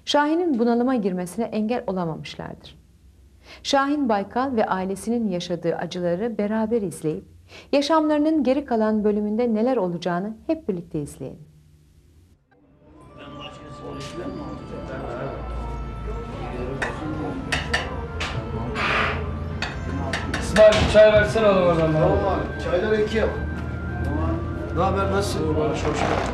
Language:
Turkish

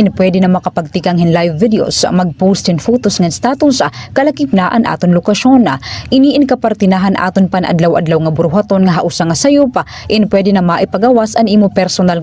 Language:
Waray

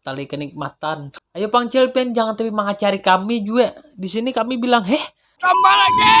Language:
Banjar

